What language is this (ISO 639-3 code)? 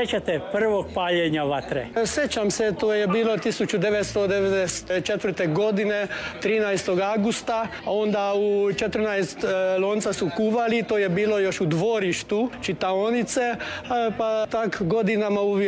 hrv